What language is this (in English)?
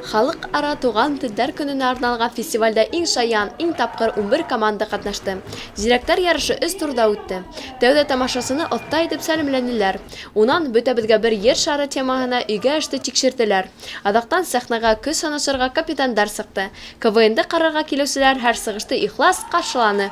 Bashkir